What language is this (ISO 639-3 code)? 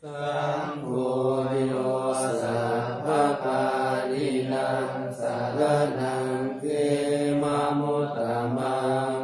pli